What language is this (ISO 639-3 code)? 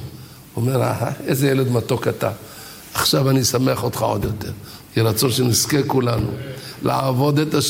heb